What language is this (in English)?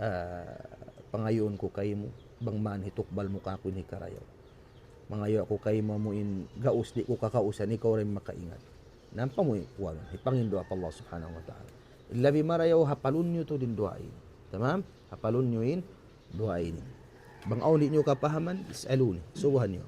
Tausug